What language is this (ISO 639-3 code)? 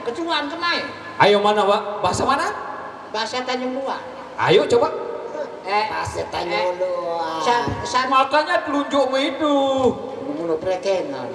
sas